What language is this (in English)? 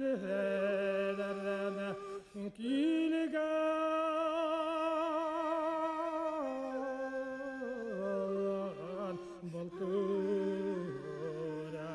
Bashkir